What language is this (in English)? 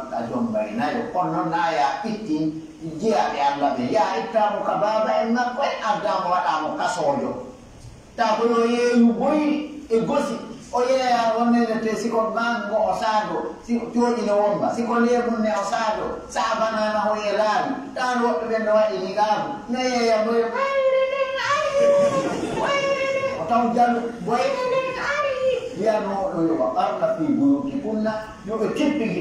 Pular